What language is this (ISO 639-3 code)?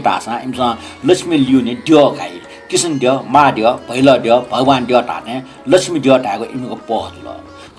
new